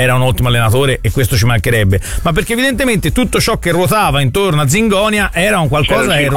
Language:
Italian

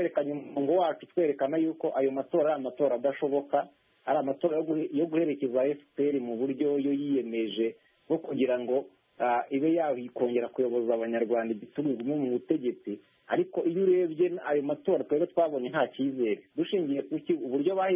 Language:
Kinyarwanda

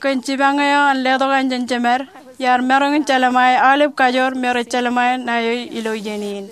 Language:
Marshallese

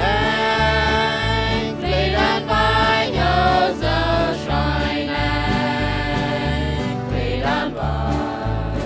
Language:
Plautdietsch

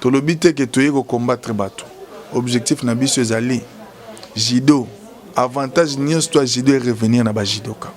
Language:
Lingala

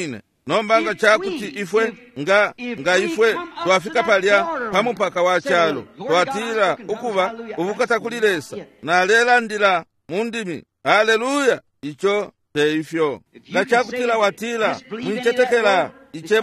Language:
Bemba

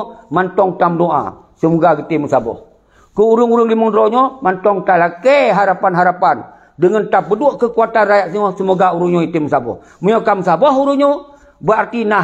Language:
Achinese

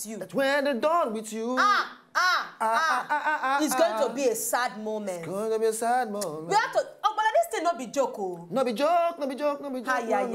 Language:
Nigerian Pidgin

